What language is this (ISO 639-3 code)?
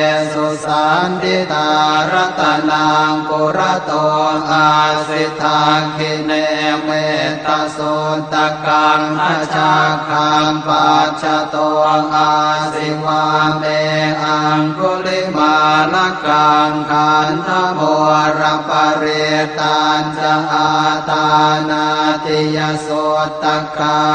pli